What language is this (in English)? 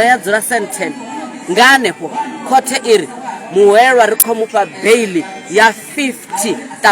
Venda